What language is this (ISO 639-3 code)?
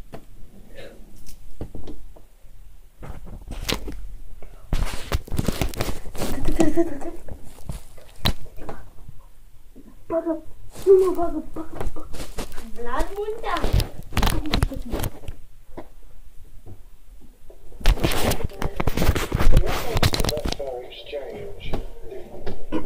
ron